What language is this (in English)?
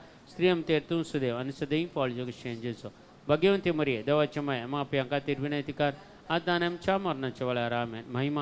Konkani